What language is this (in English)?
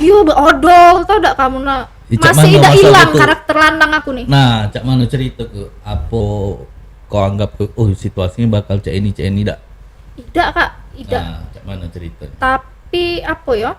Musi